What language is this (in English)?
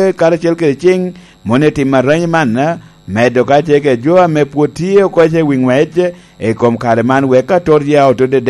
Lango (Uganda)